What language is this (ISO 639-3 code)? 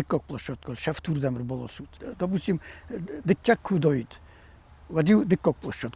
oss